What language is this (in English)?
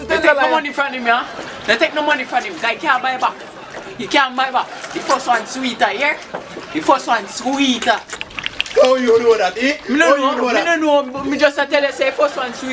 Jamaican Creole English